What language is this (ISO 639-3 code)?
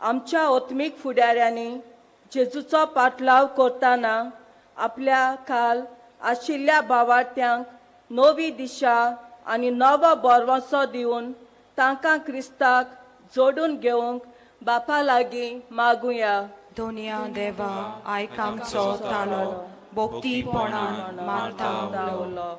kok